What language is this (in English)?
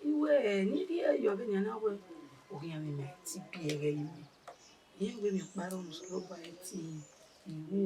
Bini